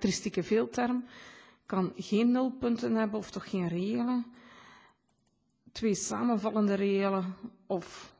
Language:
Dutch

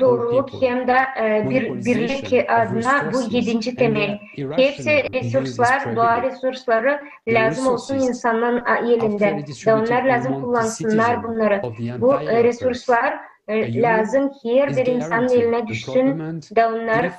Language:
Gagauz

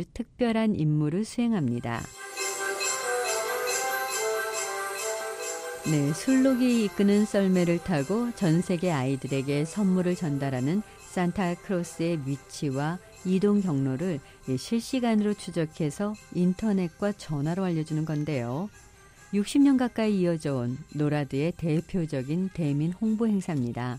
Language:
Korean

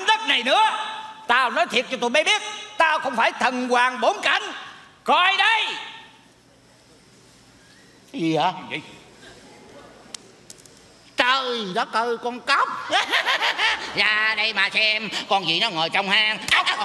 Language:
Vietnamese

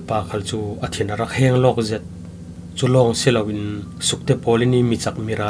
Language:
Falam Chin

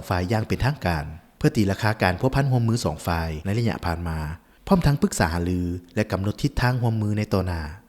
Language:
Lao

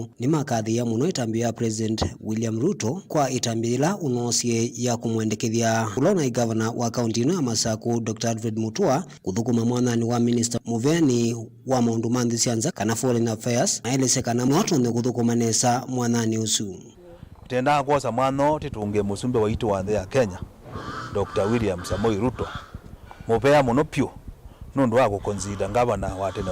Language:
Kamba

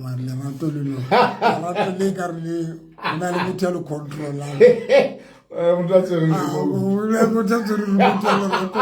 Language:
Southern Sotho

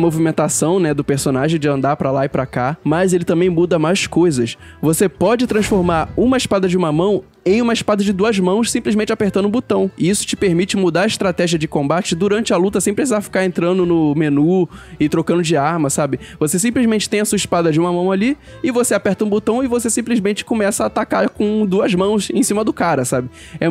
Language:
Portuguese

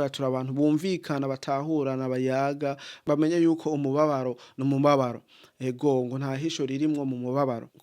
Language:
Rundi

